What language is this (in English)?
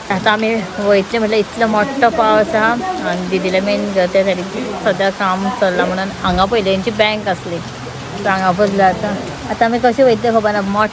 Konkani